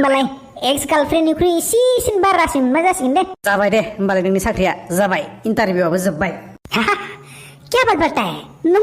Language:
Bodo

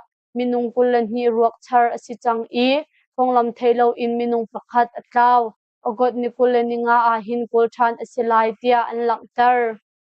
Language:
Hakha Chin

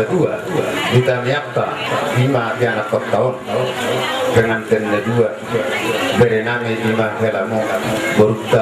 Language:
Batak Toba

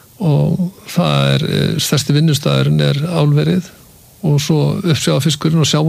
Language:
Icelandic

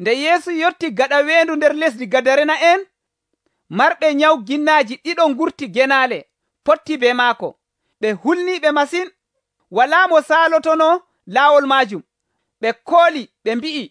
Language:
Nigerian Fulfulde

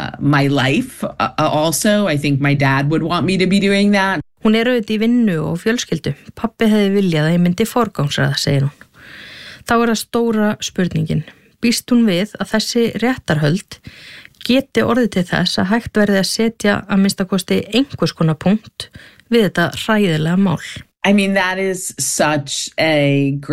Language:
Icelandic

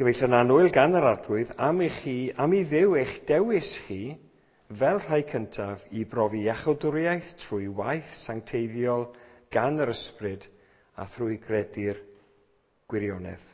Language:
Welsh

